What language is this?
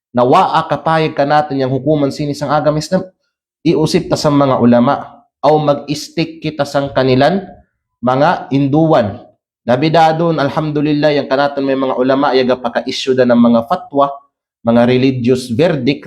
Kalagan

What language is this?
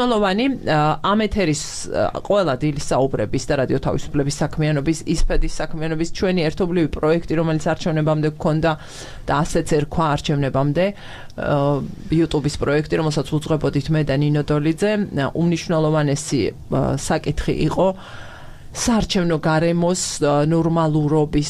Georgian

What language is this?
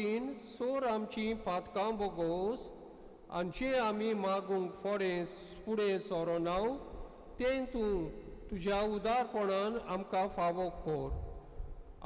Konkani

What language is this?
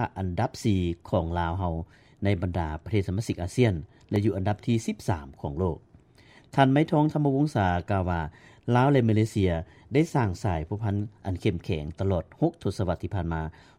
Lao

